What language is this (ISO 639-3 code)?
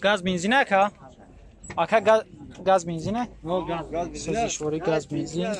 tgk